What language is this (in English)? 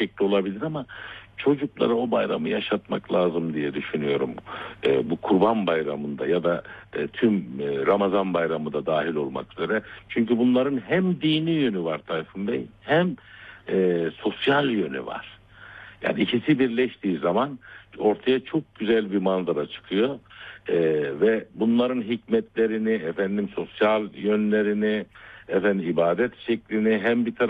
Turkish